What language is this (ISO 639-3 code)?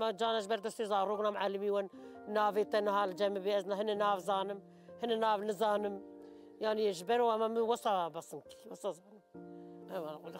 kur